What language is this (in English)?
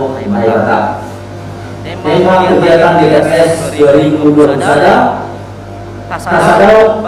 Batak Simalungun